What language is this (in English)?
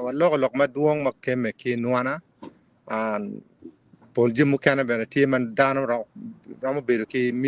Acoli